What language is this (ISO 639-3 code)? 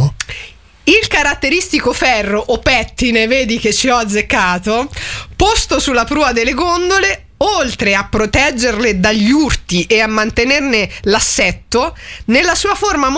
ita